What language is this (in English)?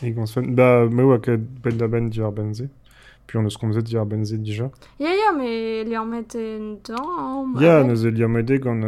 Breton